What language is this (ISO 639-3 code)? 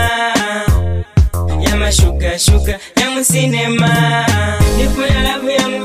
swa